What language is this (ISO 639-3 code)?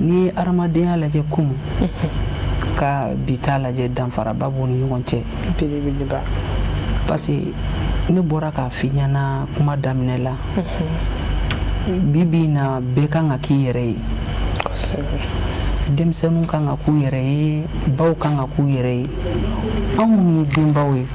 bam